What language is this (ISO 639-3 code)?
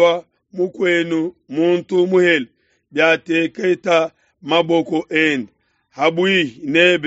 lua